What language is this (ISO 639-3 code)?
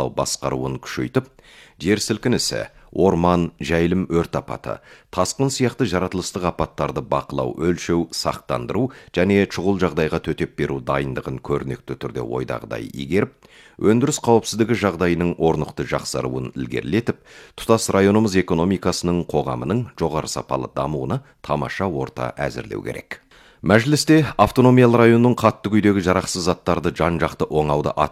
kaz